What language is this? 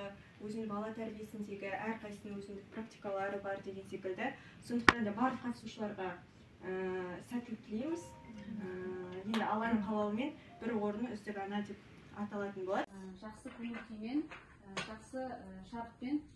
Kazakh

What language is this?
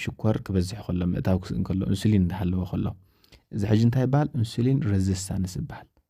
Tigrinya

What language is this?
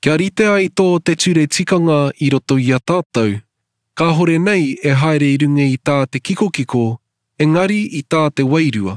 Māori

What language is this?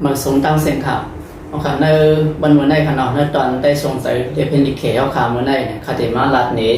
Shan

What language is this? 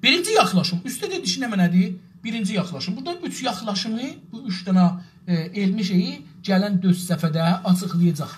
South Azerbaijani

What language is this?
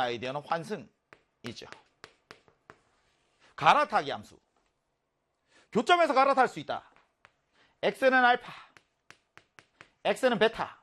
Korean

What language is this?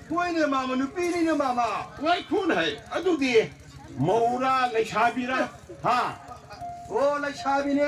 Manipuri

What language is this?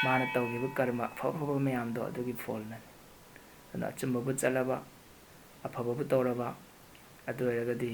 Manipuri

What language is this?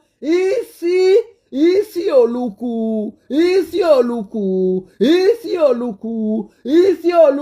Nigerian Pidgin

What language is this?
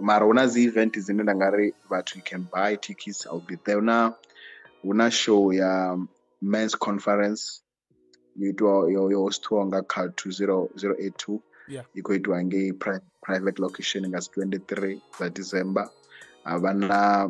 Venda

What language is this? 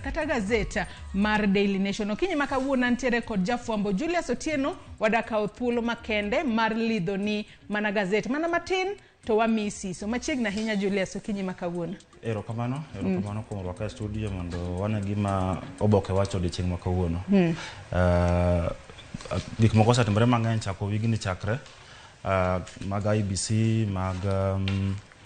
Luo (Kenya and Tanzania)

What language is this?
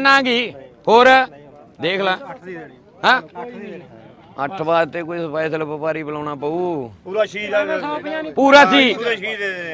Punjabi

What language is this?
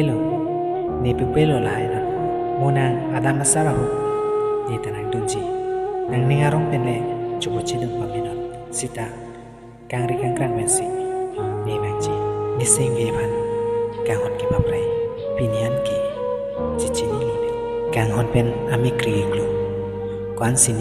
Karbi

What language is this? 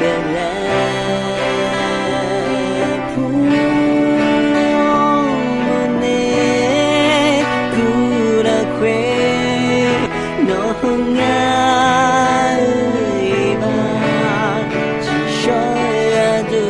Akha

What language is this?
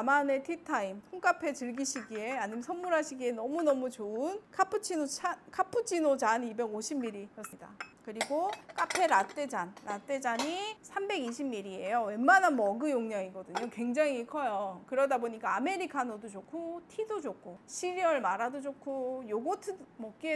Korean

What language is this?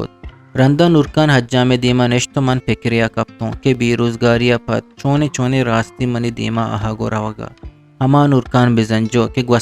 Eastern Balochi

